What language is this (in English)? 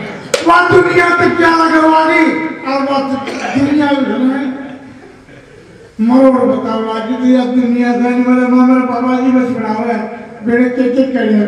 Hindi